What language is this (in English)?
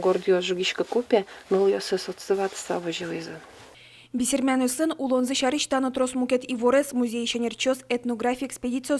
Udmurt